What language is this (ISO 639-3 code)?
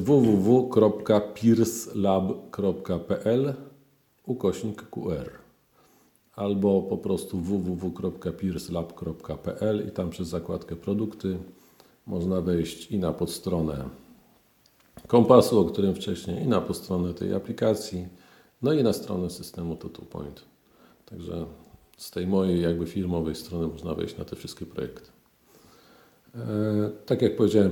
pol